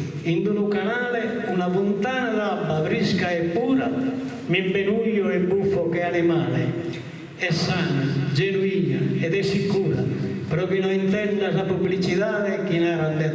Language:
Sardinian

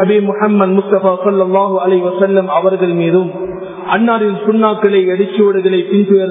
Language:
Tamil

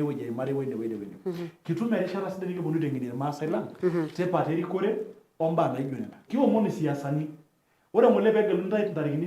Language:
Masai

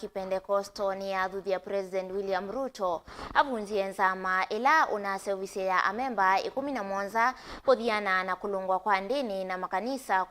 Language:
Kamba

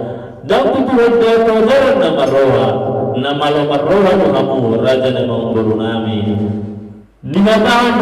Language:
Batak Toba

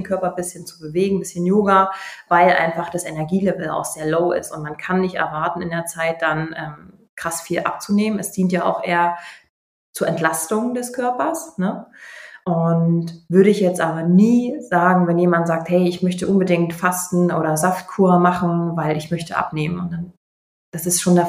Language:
German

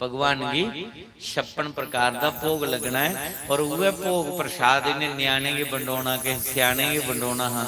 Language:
Dogri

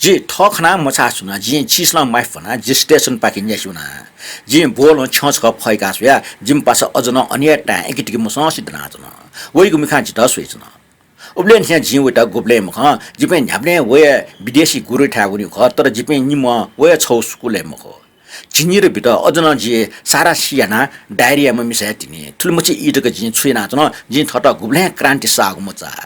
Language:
Newari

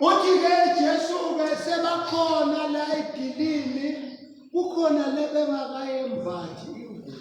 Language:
Swati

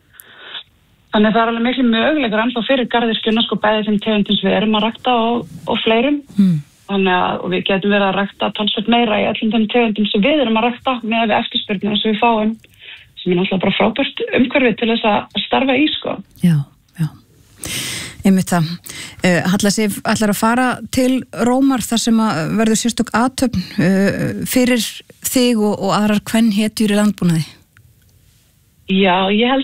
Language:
Icelandic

